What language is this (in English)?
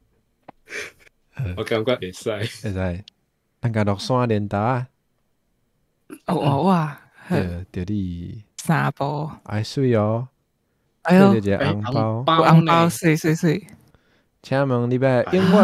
Min Nan Chinese